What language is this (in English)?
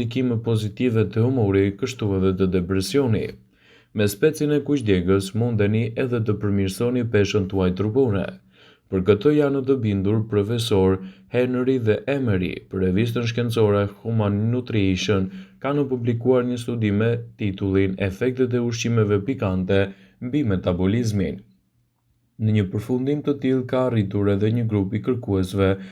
Albanian